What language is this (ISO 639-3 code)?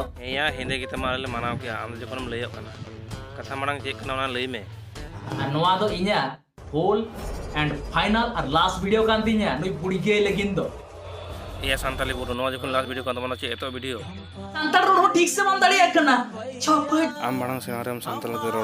sat